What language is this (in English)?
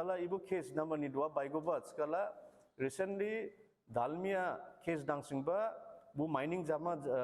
Dimasa